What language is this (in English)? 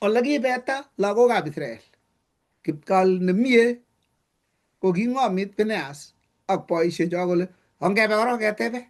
Kalenjin